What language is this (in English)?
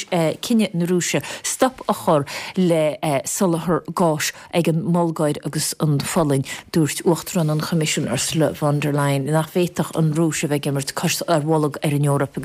Irish